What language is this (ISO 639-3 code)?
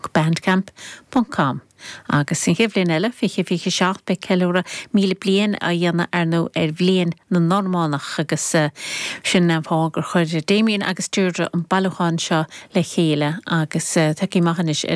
gle